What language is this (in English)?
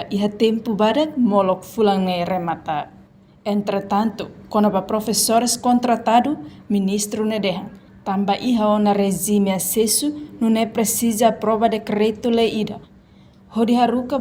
Tetum